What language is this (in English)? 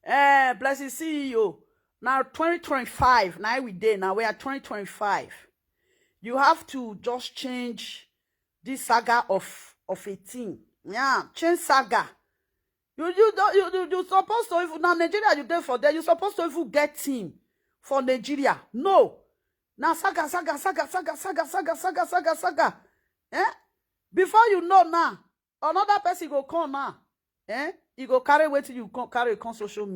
Nigerian Pidgin